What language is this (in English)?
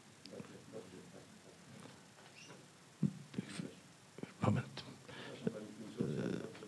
Polish